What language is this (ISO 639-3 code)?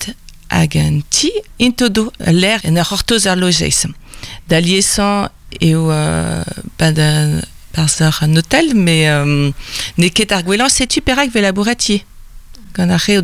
bre